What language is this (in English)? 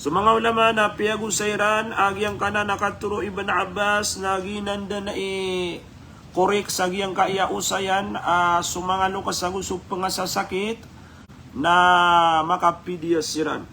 Maranao